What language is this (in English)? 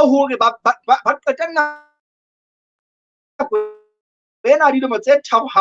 Southern Sotho